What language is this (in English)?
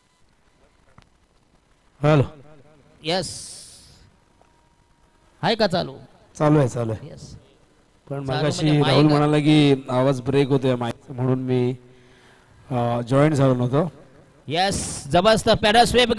Marathi